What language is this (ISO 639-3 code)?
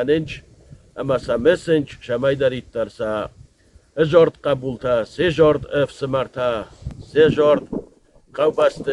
oss